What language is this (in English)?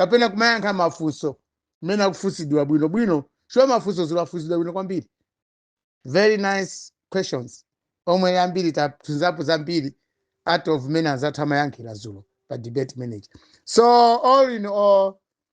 Nyanja